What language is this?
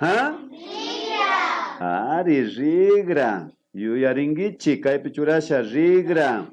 Imbabura Highland Quichua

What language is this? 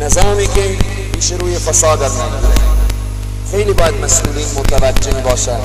Persian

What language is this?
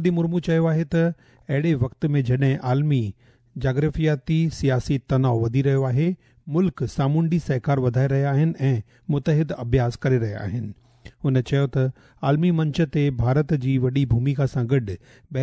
Sindhi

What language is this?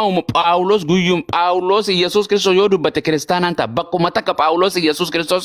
Oromo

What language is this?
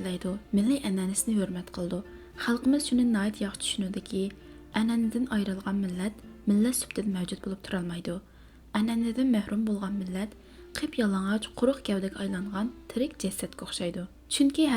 Uyghur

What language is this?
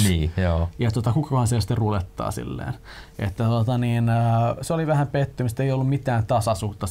Finnish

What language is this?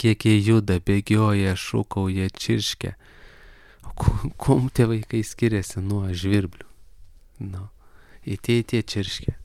Lithuanian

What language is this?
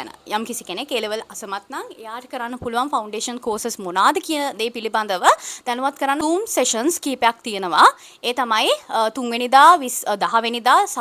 Sinhala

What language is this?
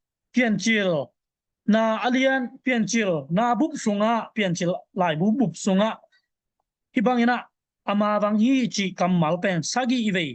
Tedim Chin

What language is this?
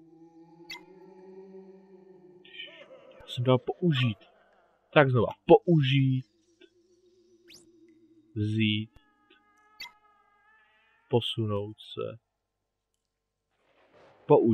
Czech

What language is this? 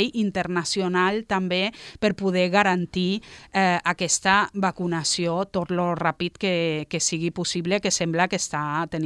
Catalan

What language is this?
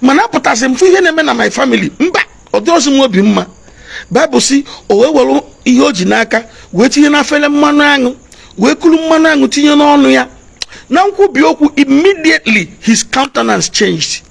Igbo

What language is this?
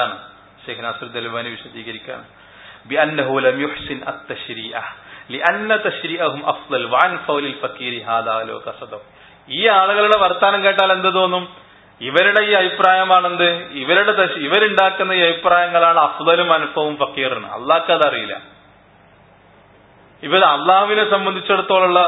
Malayalam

